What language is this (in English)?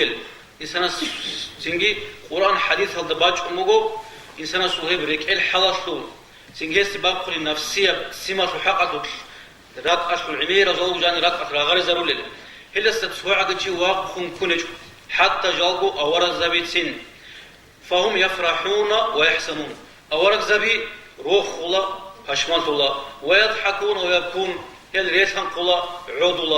Avaric